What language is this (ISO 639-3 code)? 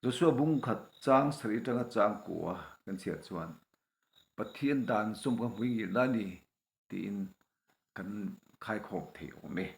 lus